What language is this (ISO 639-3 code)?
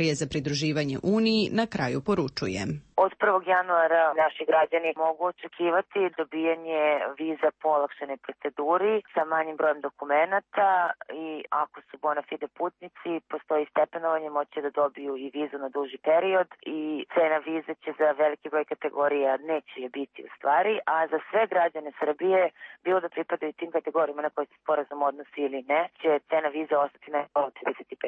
srp